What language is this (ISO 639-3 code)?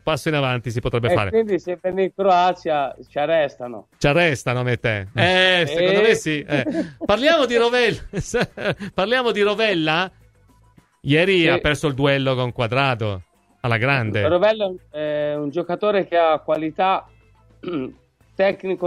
ita